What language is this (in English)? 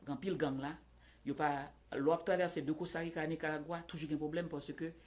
Haitian Creole